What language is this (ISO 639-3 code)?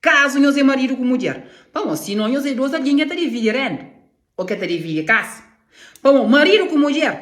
kea